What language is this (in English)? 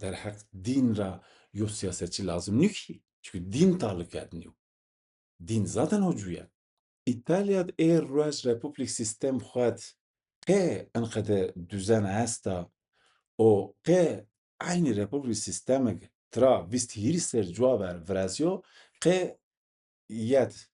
Zaza